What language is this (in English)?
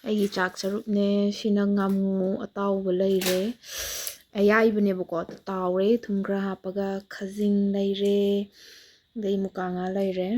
Manipuri